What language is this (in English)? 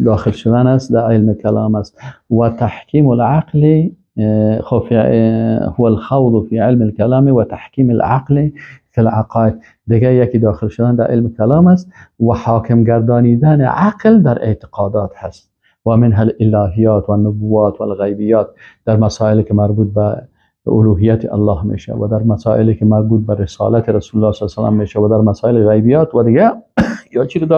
Persian